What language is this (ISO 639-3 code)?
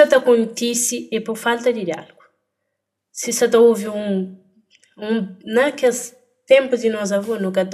kea